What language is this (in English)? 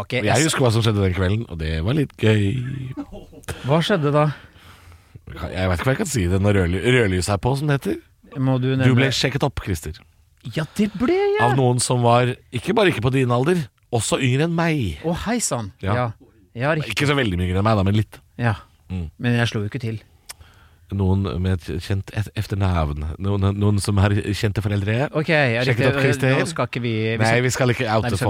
Norwegian